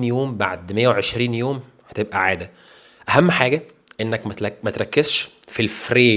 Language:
Egyptian Arabic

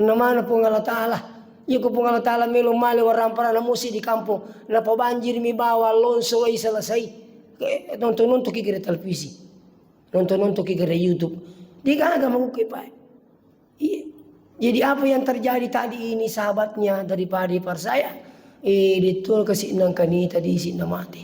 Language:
Buginese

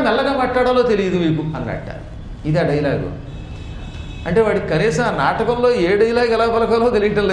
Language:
Telugu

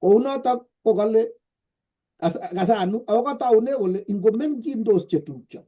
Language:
Kalenjin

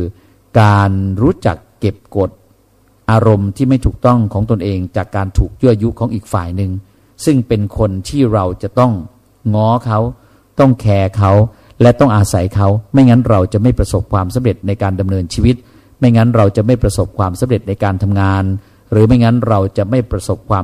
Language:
Thai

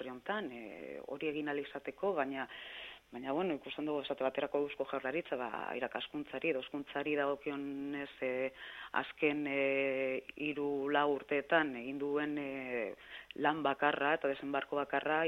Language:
Basque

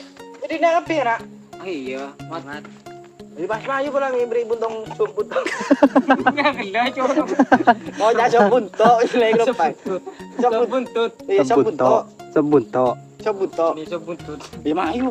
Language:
Madurese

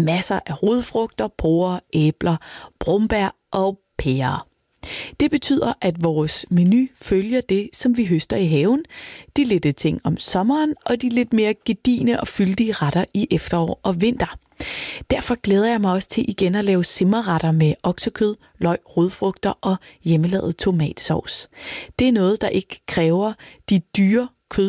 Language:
Danish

